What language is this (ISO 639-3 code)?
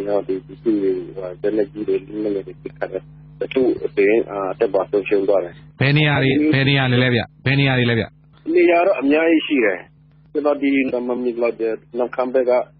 mya